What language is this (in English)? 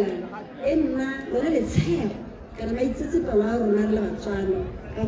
Tswana